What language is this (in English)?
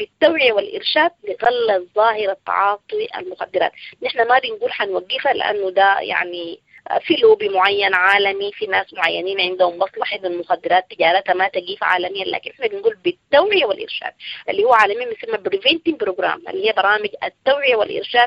Sudanese Arabic